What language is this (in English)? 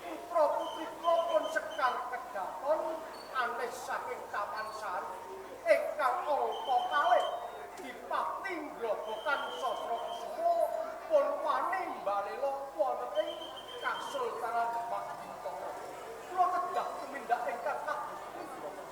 Javanese